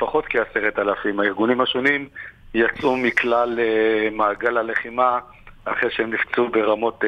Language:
Hebrew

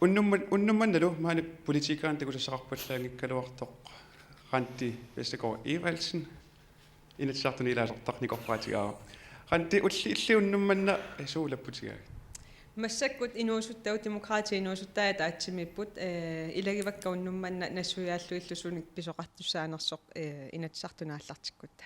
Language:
Kalaallisut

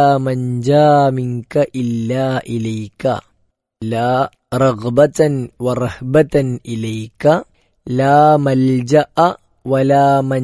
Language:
Malayalam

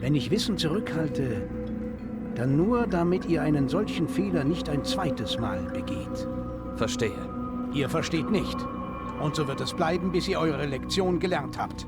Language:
Bavarian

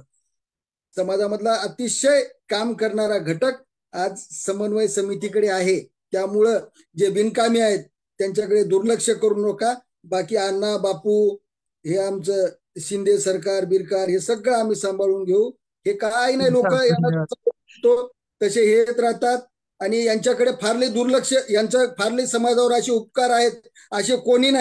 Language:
Marathi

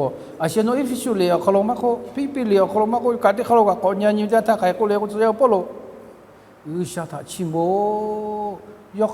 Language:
Lahu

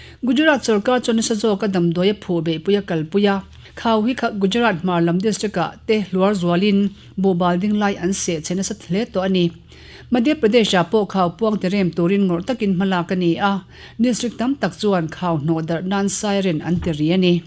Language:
Mizo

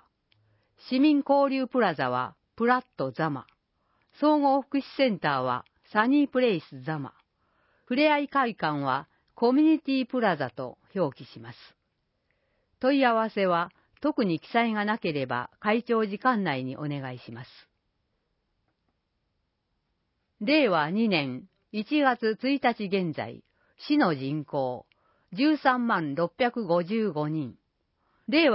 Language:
Japanese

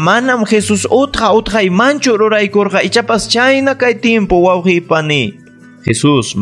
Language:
Ayacucho Quechua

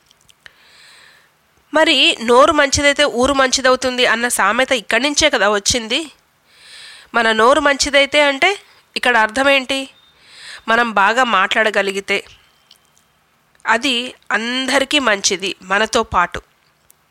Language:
Telugu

